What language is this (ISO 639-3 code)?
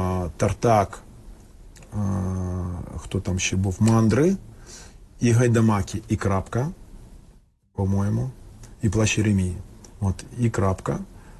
ukr